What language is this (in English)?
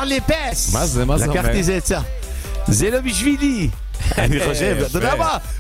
Hebrew